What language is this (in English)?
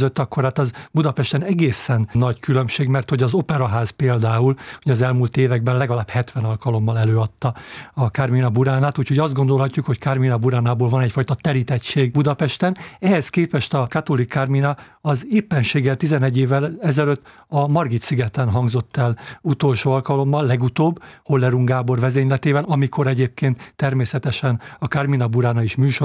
Hungarian